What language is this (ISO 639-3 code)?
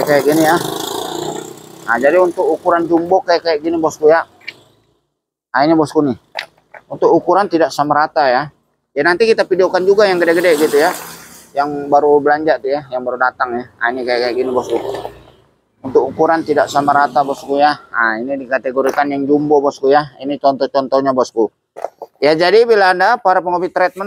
ind